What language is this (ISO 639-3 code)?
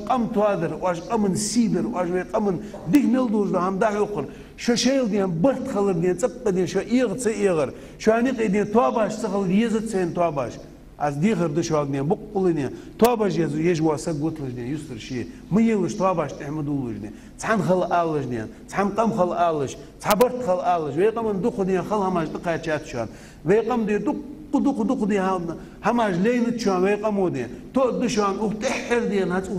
inh